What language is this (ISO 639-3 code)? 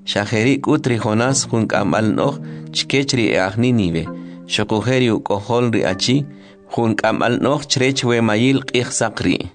quc